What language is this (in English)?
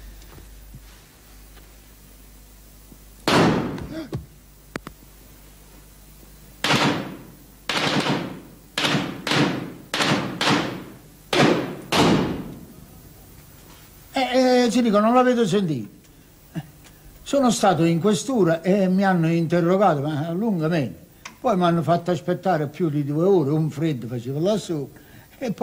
Italian